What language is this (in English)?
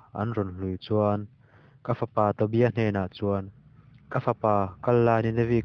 Mizo